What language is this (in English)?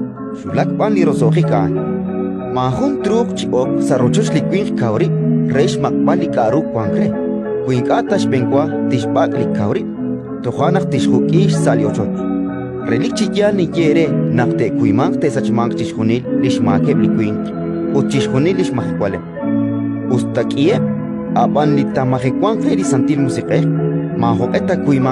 Kekchí